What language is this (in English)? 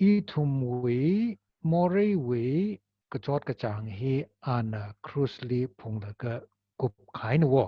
Tangkhul Naga (India)